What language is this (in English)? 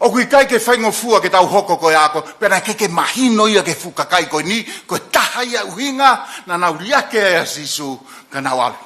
Tongan